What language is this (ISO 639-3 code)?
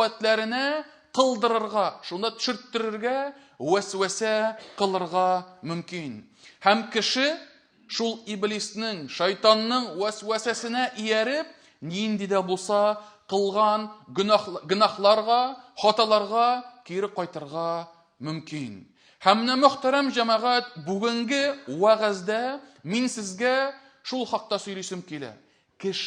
tat